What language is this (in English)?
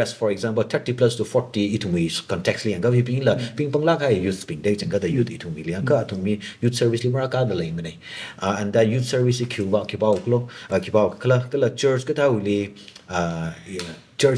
Tangkhul Naga (India)